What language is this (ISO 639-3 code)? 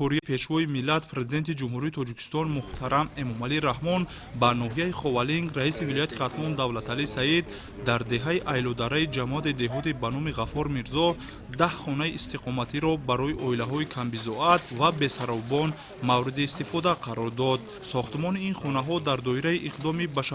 tgk